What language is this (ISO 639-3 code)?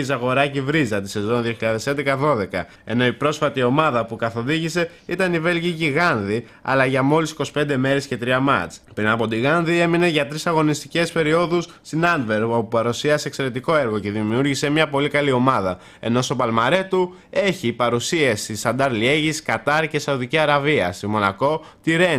ell